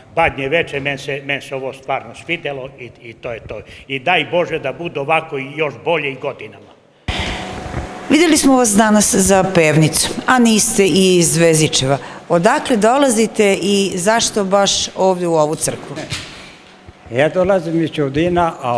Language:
Serbian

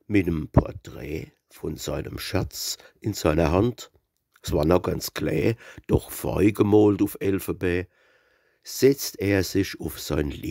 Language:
Palatine German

